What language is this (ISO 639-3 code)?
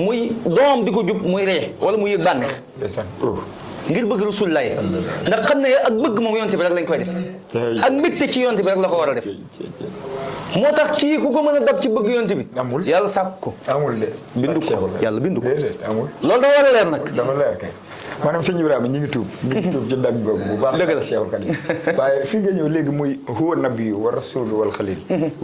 wol